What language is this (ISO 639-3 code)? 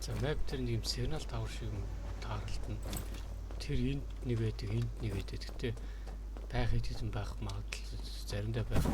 mon